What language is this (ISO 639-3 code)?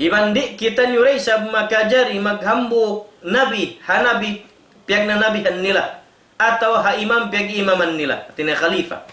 tsg